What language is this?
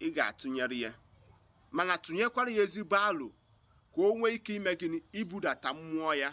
Igbo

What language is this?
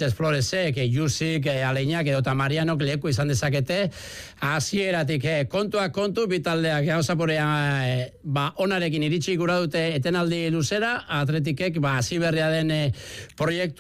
Basque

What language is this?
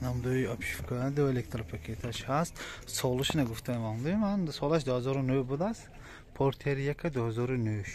Tajik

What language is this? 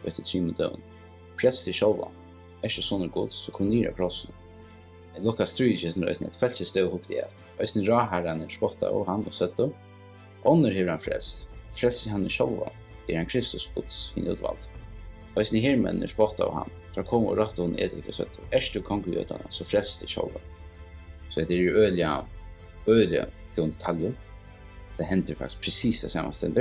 Faroese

